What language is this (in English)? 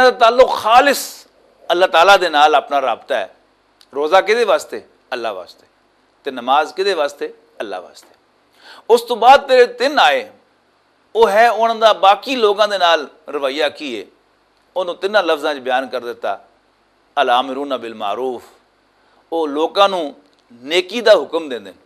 Western Panjabi